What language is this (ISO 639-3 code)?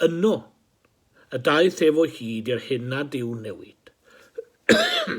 cym